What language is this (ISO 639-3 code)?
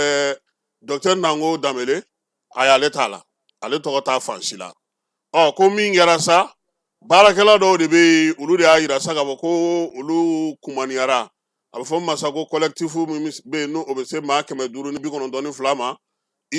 bam